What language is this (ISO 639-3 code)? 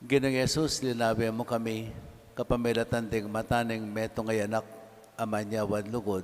pam